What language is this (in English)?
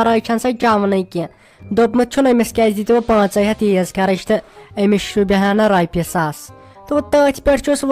Kashmiri